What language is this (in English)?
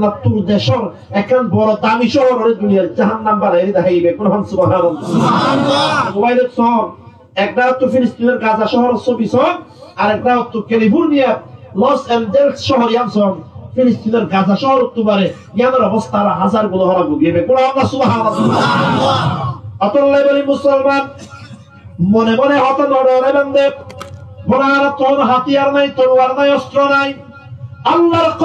Rohingya